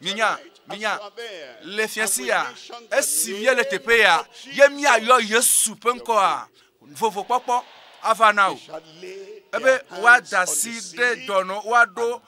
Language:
Ewe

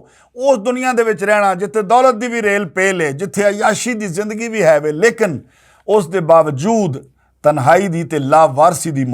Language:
Western Panjabi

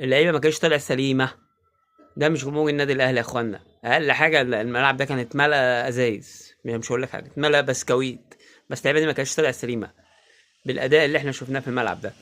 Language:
Egyptian Arabic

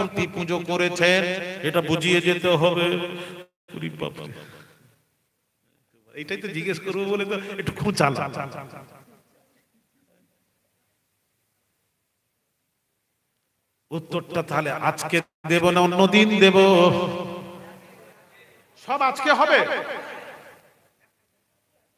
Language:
Bangla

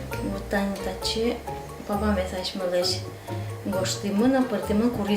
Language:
Udmurt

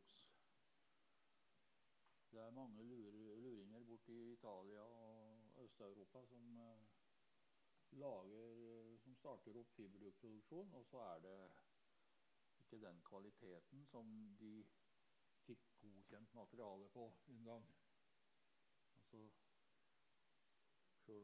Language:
Norwegian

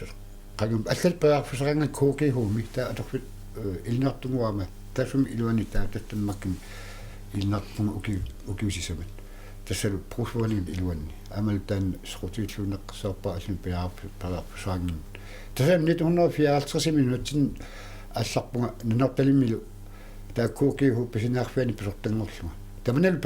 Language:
Kalaallisut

